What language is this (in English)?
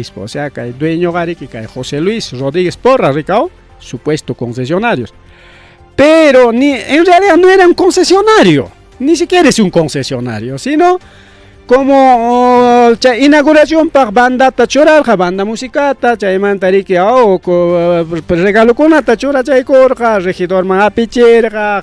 Ayacucho Quechua